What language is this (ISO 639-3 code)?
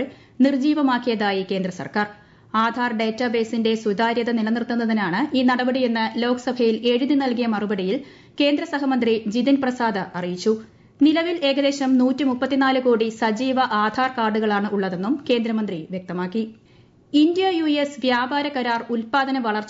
mal